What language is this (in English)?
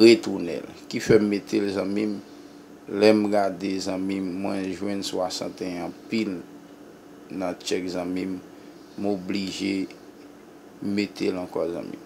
Haitian Creole